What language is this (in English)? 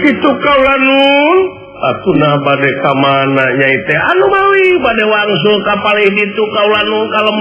Sundanese